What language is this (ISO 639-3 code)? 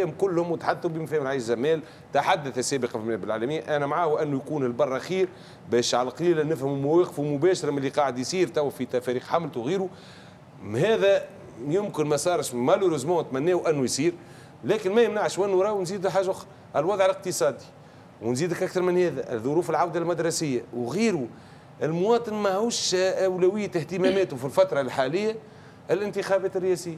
aeb